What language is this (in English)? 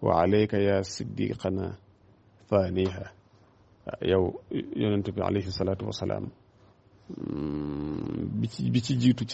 Wolof